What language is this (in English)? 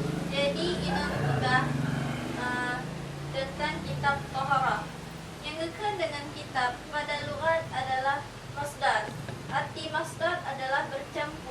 Achinese